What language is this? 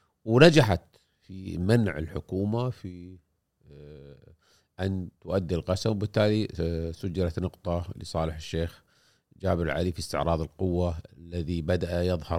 Gulf Arabic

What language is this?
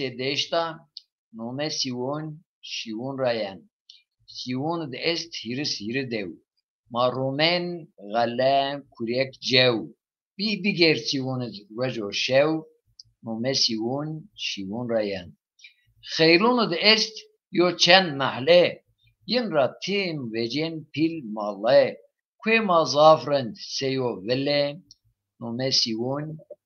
Zaza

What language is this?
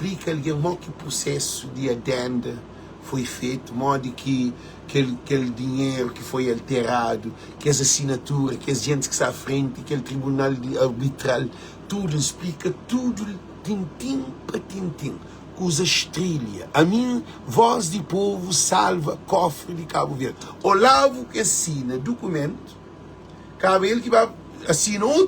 Kabuverdianu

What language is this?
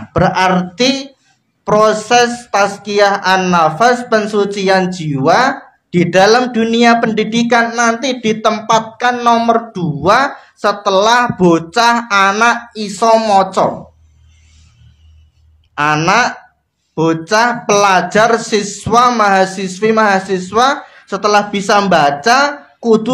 Indonesian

